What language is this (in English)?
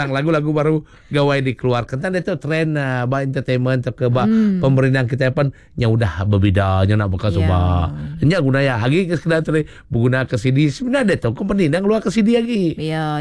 Iban